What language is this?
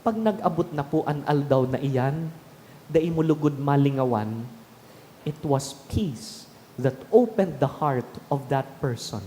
Bikol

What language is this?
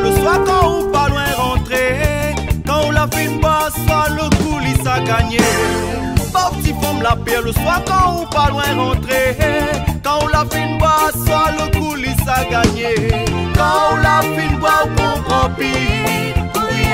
Réunion Creole French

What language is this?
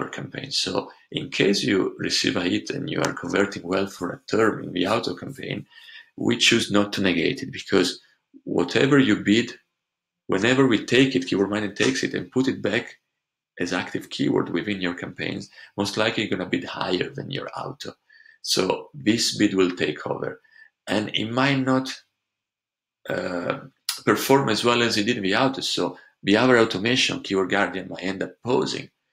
English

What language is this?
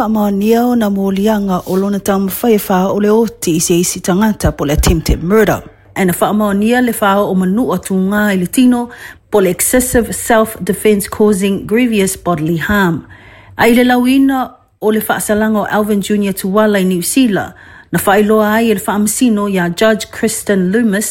Samoan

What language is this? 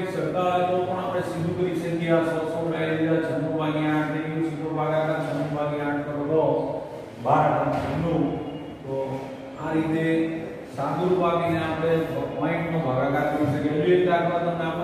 Gujarati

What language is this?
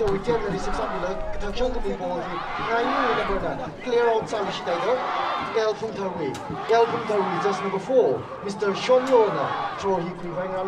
Tangkhul Naga (India)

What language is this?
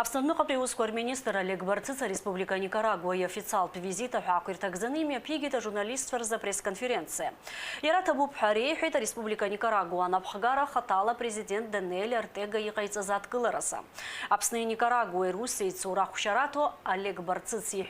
Abkhazian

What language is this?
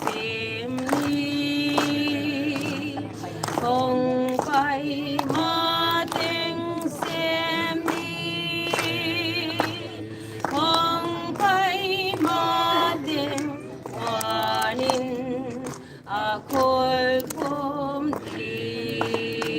Paite Chin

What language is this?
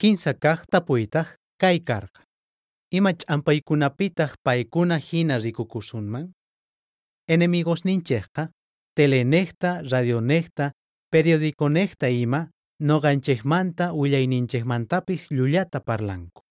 South Bolivian Quechua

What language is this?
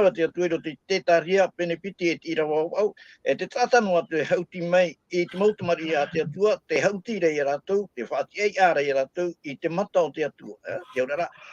Tahitian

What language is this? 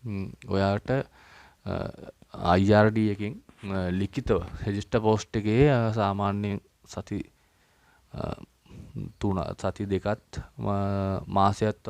Sinhala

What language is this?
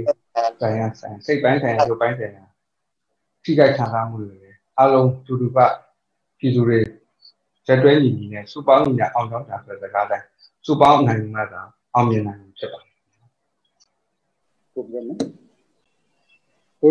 Burmese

